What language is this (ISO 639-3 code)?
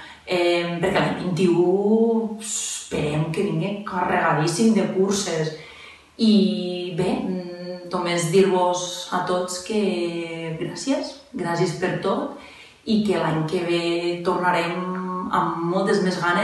cat